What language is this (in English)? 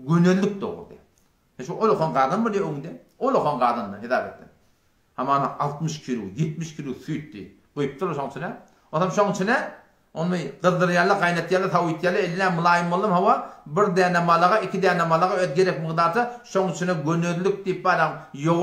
Turkmen